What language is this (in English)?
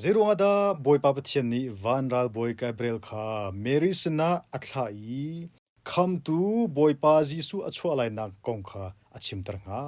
Hakha Chin